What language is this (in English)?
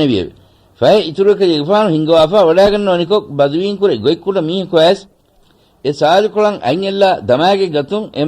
Divehi